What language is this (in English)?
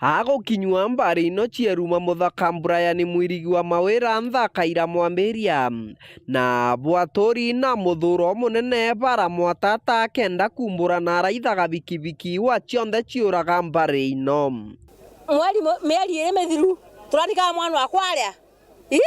Meru